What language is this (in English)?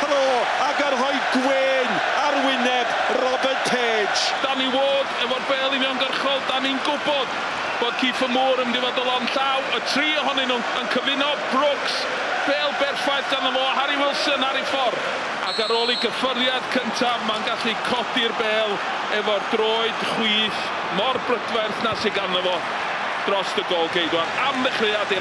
Welsh